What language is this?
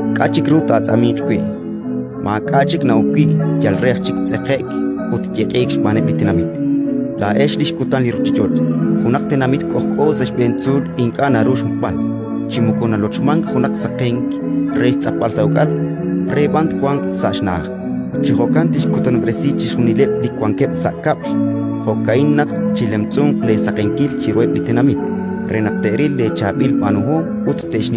Kekchí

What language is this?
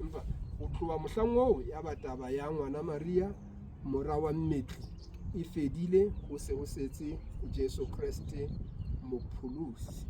Southern Sotho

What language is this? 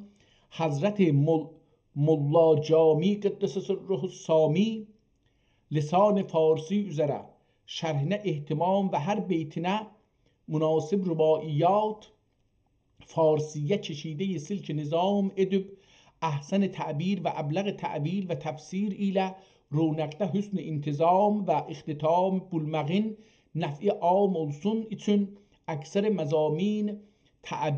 South Azerbaijani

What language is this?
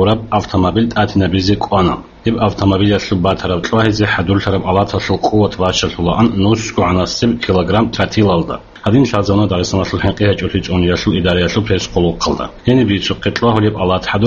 Avaric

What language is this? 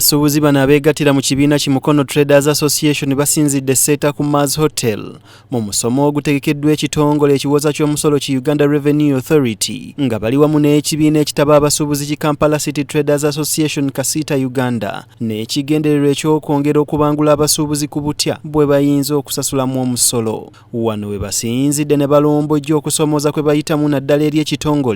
Ganda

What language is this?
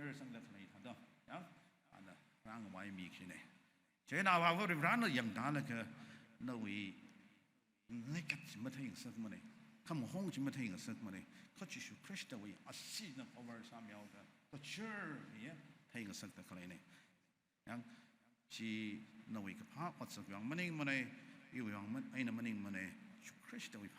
Tangkhul Naga (India)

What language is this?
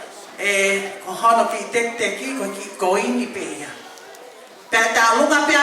Tongan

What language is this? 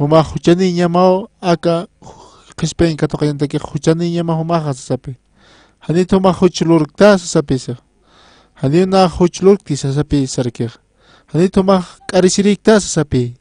Aymara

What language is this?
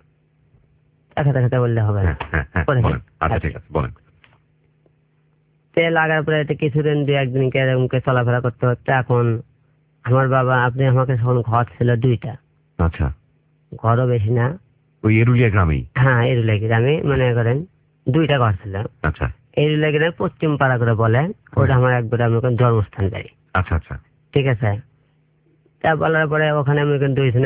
Bangla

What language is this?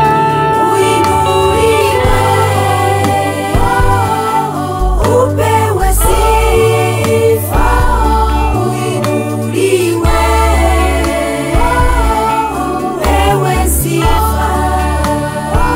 Swahili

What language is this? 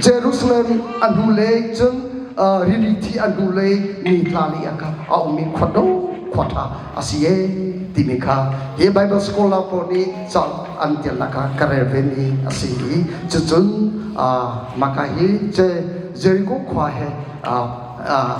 Hakha Chin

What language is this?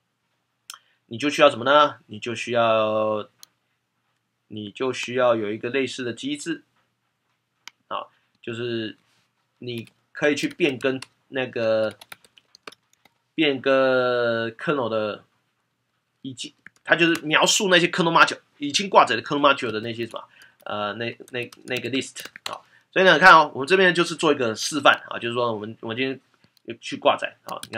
Chinese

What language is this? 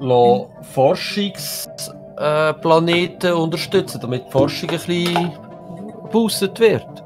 Swiss German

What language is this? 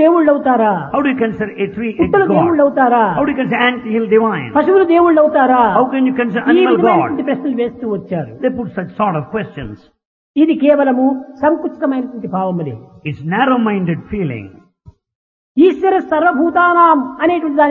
Telugu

